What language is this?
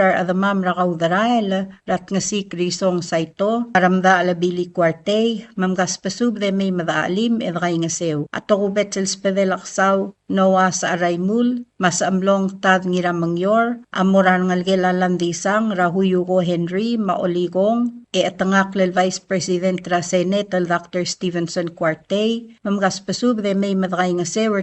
Palauan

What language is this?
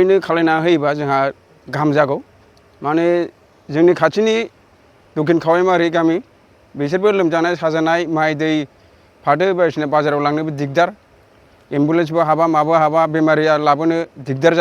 Bodo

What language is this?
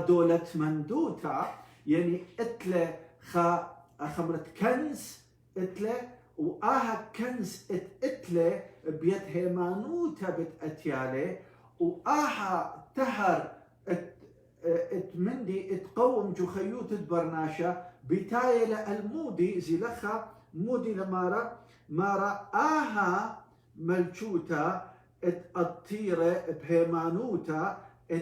Assyrian Neo-Aramaic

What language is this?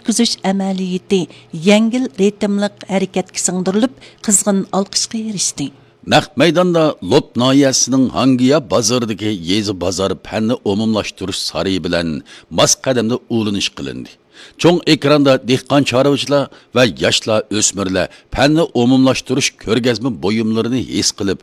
Uyghur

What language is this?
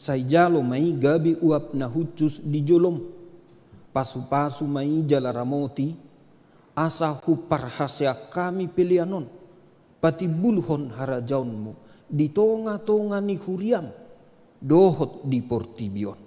Batak Toba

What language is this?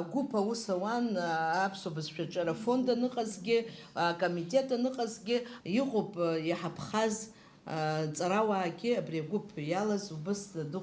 Abkhazian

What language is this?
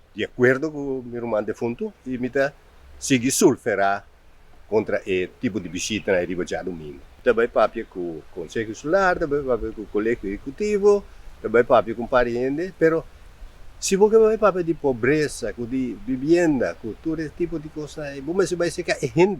Papiamento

